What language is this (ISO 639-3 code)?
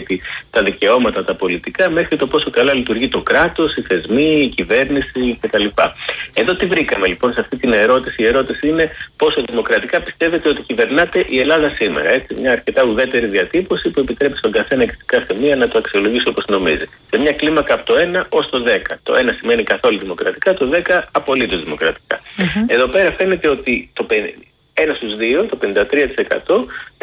ell